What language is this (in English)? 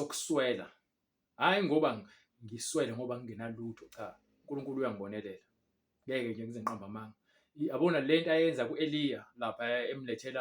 Zulu